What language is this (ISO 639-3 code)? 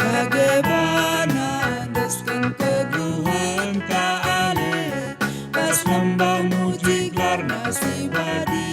btx